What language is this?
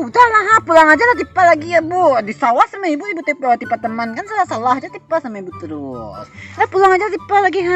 Minangkabau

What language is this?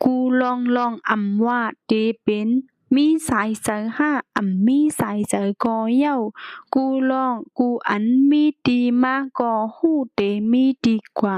Shan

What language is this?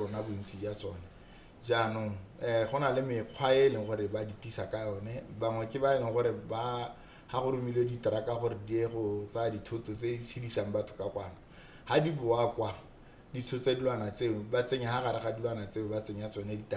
Tswana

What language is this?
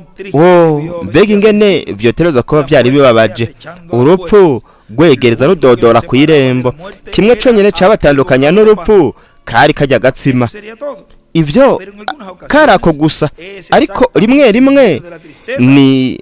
Rundi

